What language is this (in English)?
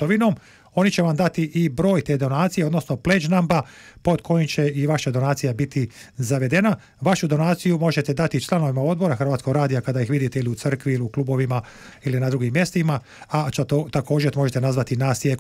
Croatian